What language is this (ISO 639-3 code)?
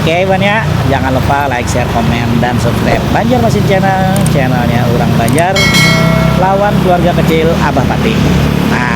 bjn